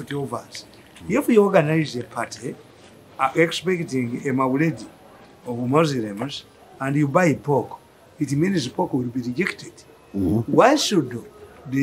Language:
English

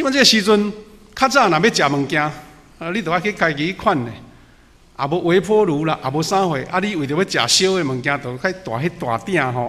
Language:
Min Nan Chinese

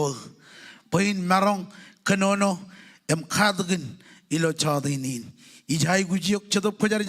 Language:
Marshallese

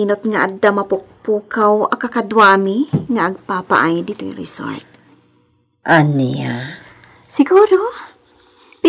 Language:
Iloko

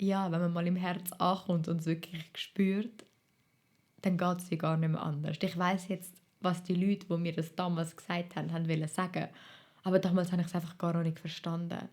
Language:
Swiss German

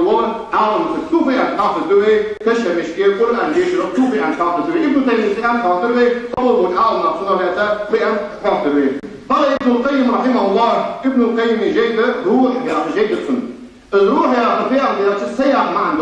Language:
Ingush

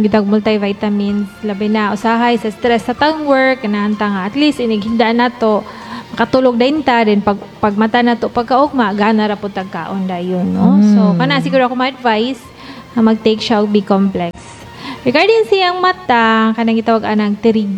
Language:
Cebuano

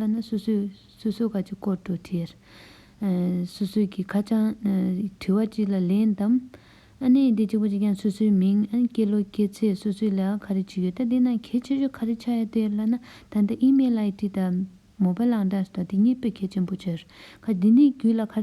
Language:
Tibetan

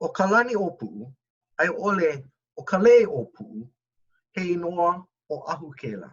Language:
Hawaiian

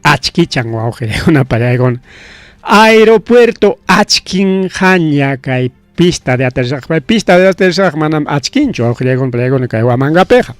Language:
Ayacucho Quechua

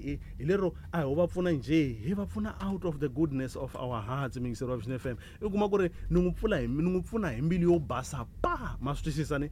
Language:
Tsonga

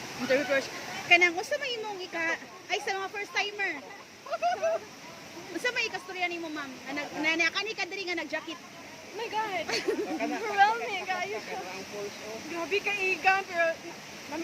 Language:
Cebuano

